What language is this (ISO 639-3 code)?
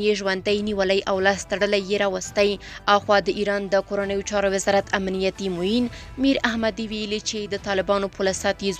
pus